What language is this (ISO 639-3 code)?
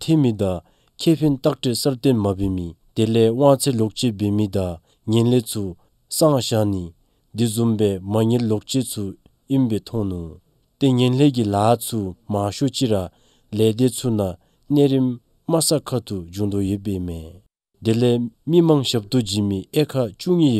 dzo